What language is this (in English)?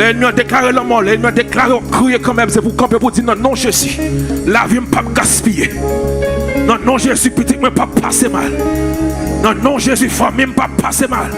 Haitian Creole